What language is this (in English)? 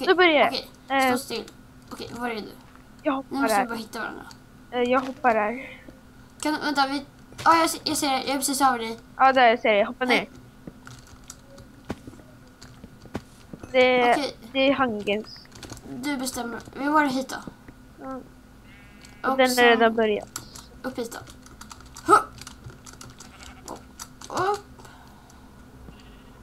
Swedish